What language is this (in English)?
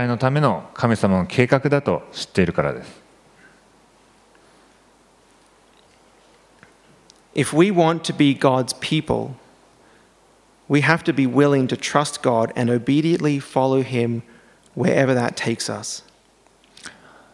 Japanese